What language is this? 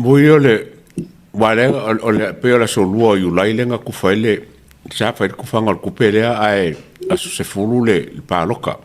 Samoan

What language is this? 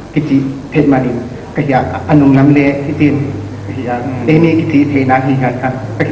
Paite Chin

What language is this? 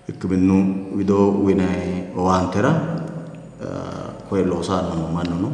Sidamo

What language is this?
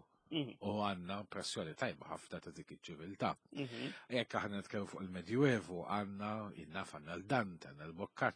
Maltese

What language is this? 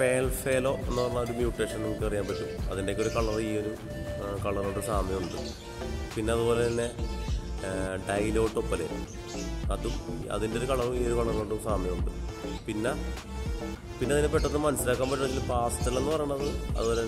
Malayalam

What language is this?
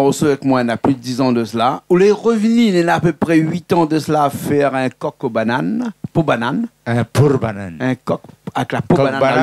Réunion Creole French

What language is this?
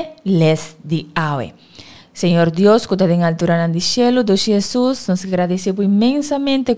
Papiamento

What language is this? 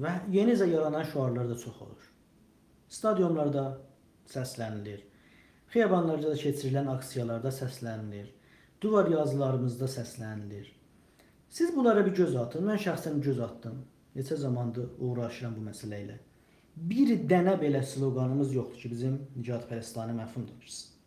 South Azerbaijani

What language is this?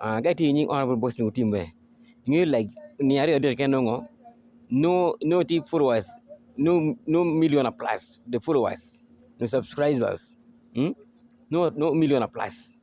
Acoli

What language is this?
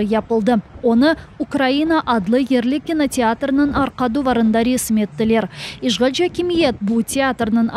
Crimean Tatar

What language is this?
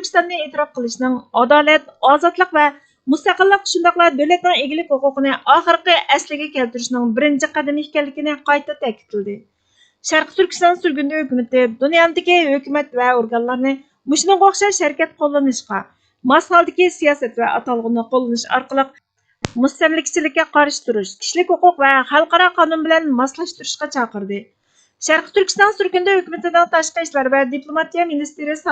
Uyghur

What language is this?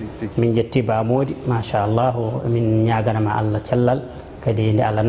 Fula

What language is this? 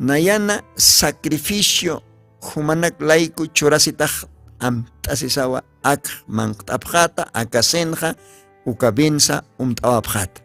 Aymara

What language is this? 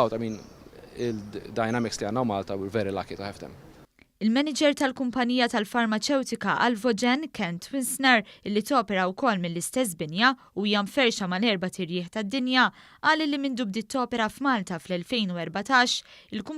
Maltese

